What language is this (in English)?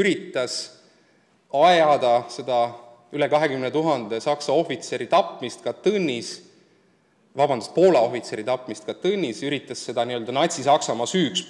Estonian